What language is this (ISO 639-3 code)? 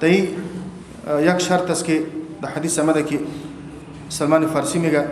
fas